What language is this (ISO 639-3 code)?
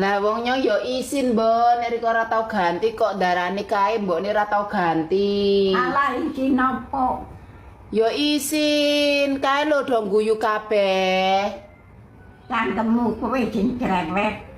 jav